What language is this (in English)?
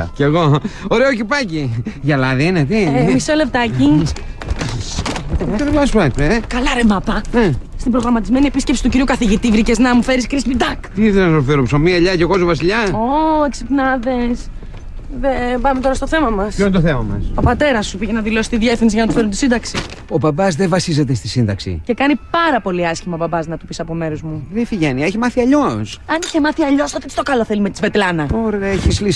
Greek